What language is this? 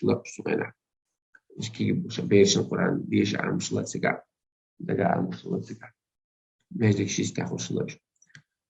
Chechen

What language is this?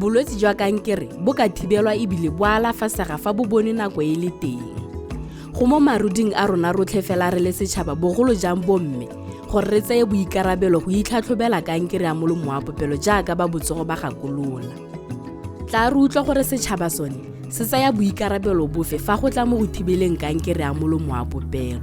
Tswana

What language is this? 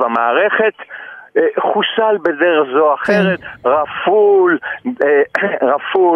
Hebrew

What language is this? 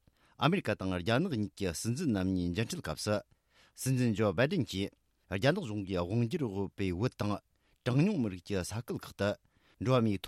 Tibetan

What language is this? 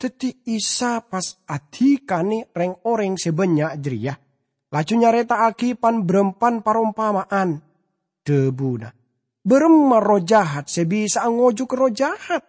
Madurese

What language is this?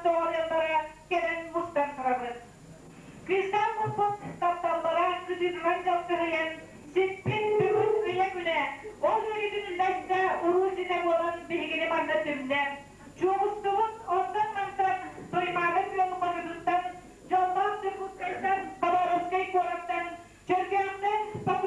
Yakut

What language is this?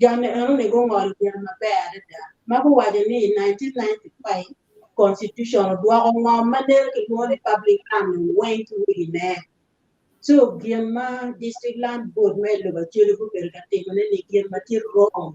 Acoli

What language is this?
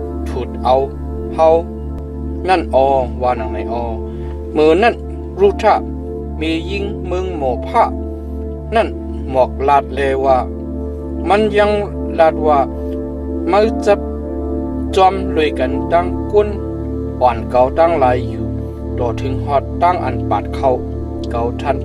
Shan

